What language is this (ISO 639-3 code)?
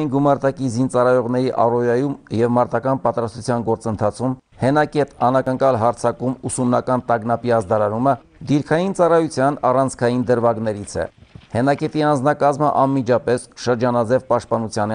hye